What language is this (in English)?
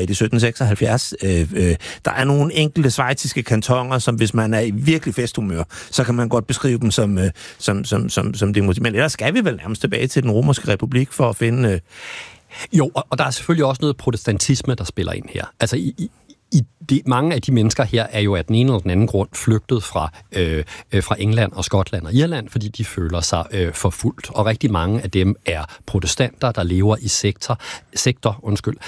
Danish